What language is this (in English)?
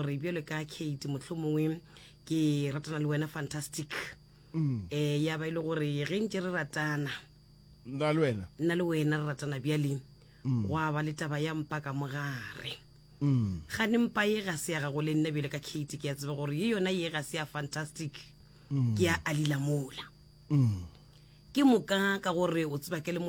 Northern Sotho